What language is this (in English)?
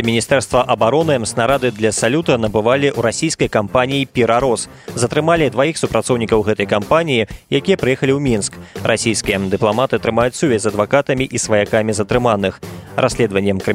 Belarusian